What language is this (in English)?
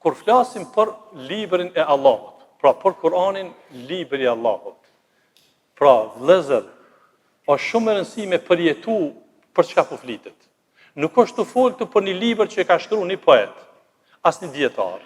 Albanian